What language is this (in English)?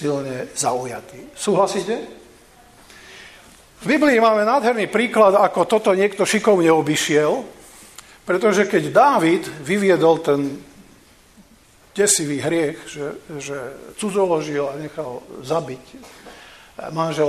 Slovak